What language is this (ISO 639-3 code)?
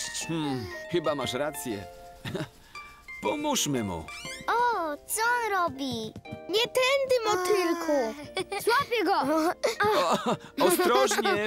pol